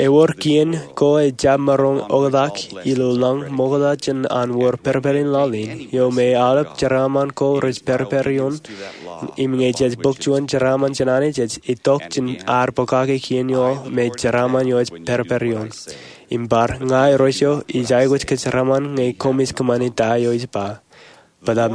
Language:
Marshallese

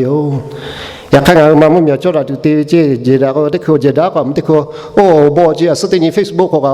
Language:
Lahu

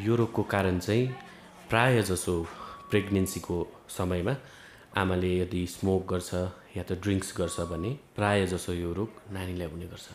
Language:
Nepali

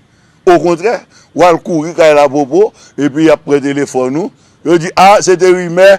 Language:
Haitian Creole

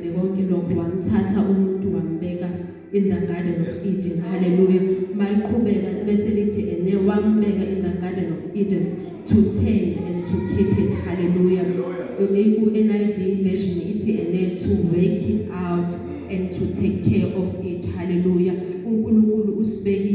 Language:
Zulu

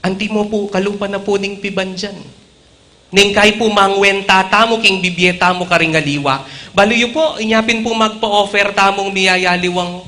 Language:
Pampanga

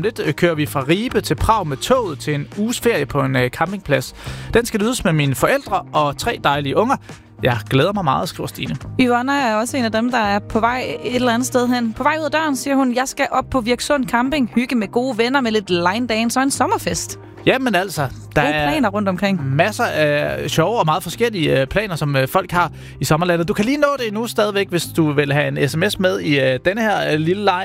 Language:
Danish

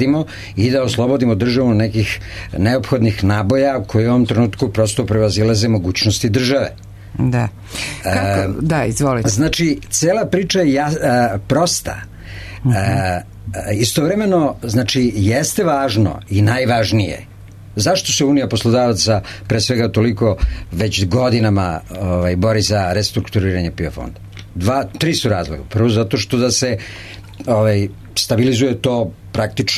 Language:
Serbian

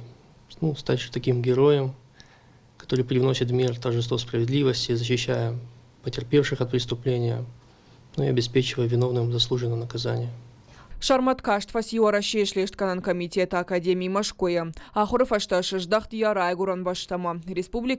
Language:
Ossetic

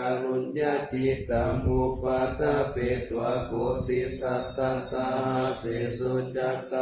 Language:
Pali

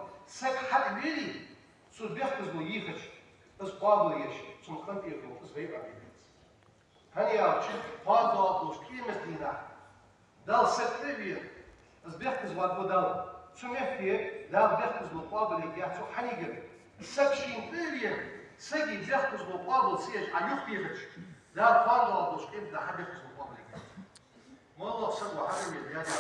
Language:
Ingush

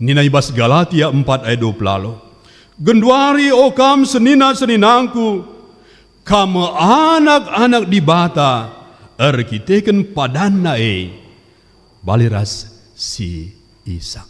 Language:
Batak Karo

